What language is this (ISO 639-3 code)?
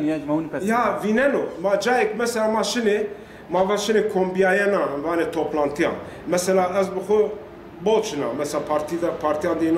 zza